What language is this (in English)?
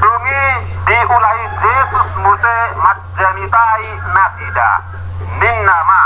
Batak Toba